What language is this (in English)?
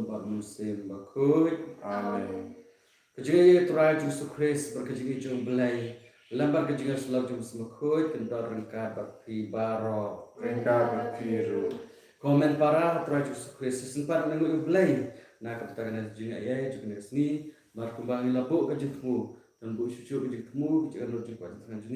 Khasi